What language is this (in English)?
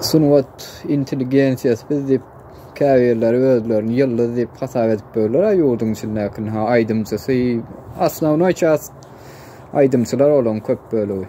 Turkmen